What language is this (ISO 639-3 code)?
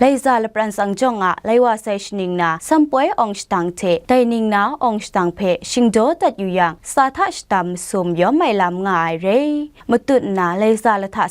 kac